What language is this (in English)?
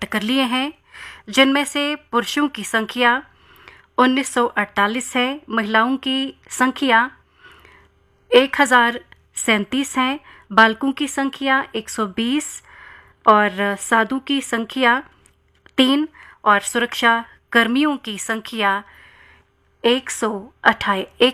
Hindi